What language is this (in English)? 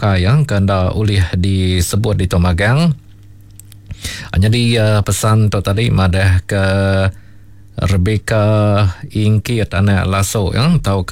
Iban